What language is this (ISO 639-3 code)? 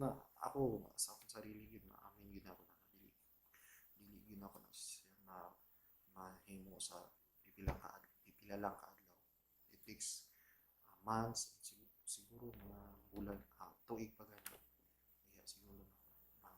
ceb